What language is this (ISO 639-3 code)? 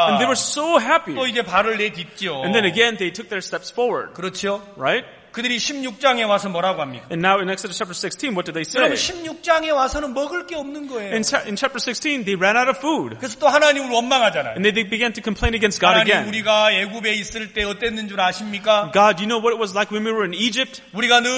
kor